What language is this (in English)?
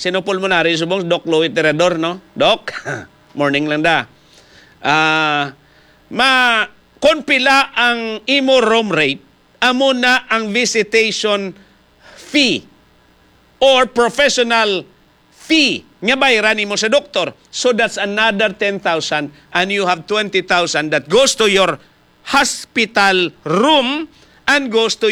Hiligaynon